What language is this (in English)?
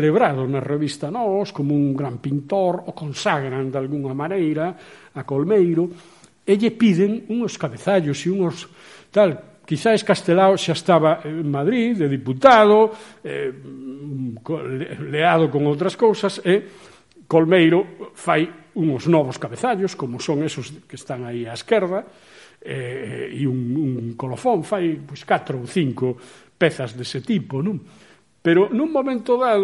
Galician